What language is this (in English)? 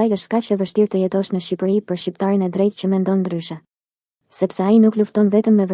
Albanian